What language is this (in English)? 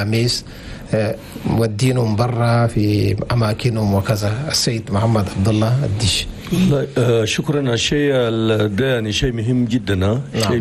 Chadian Arabic